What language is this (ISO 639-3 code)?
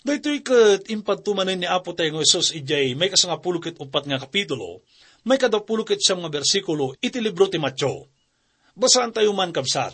ilo